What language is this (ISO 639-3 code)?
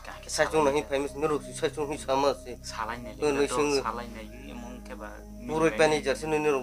trp